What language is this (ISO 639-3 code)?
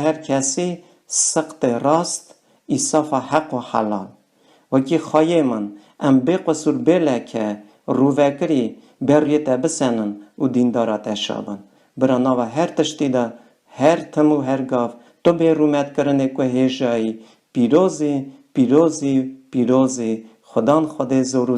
kur